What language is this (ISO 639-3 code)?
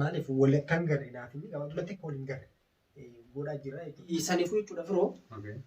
orm